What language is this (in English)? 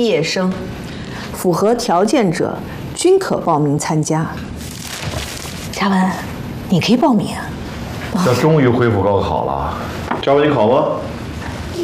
Chinese